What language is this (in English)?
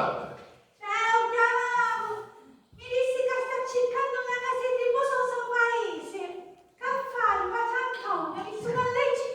Sicilian